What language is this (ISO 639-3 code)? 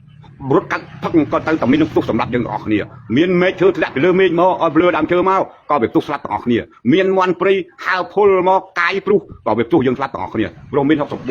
khm